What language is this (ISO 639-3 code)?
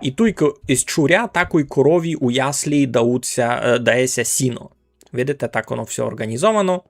rue